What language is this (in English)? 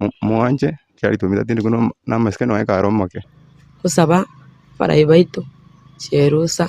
Gusii